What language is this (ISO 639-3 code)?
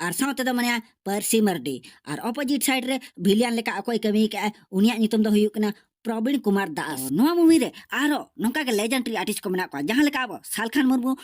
sat